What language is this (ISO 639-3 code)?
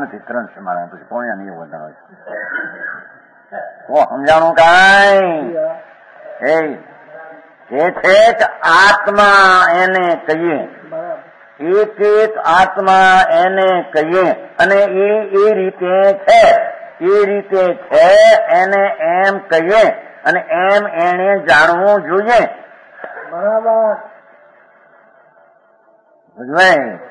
guj